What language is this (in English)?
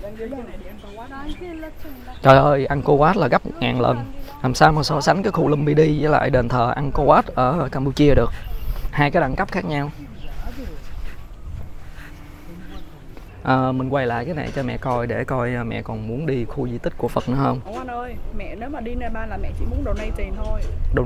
Vietnamese